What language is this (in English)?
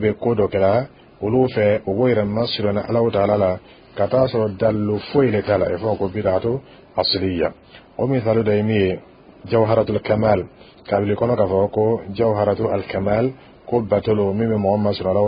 Dyula